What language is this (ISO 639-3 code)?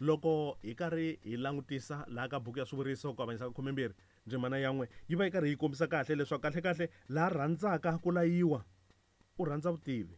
tso